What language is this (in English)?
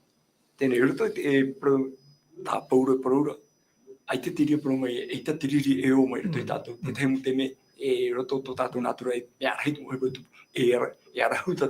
Tahitian